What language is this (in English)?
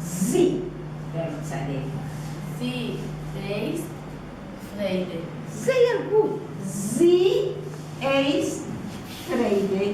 Yiddish